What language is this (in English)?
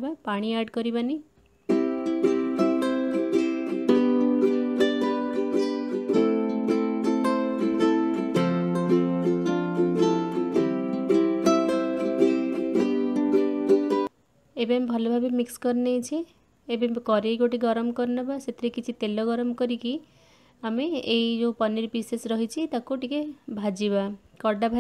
Odia